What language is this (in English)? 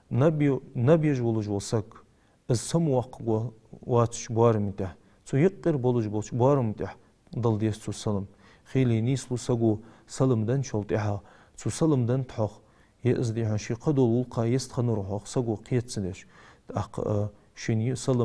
Ingush